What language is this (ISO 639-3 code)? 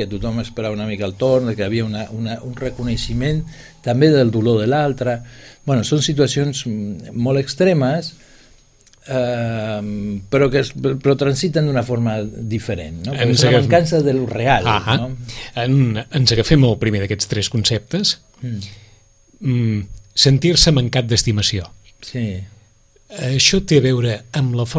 cat